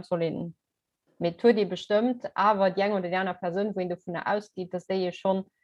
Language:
Luxembourgish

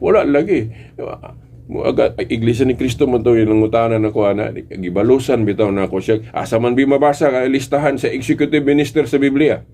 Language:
Cebuano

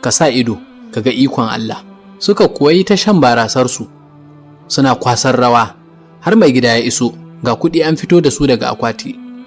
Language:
Hausa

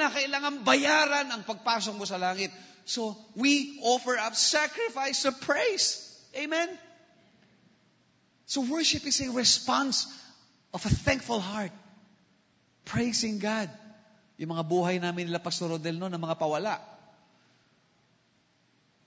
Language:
Filipino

